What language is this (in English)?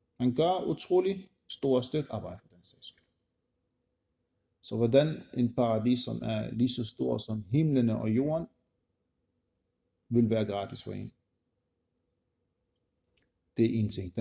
Danish